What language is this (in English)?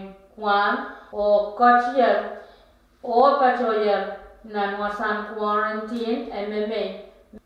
Pohnpeian